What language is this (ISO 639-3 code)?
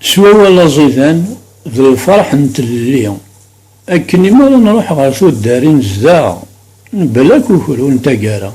kab